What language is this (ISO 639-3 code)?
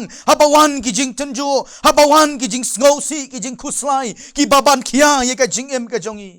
kha